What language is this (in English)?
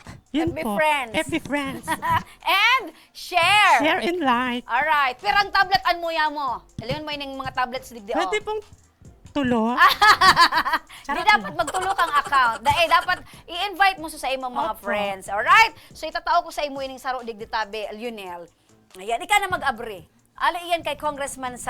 Bikol